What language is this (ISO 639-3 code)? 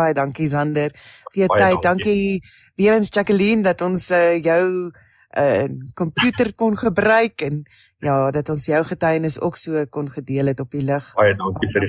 afr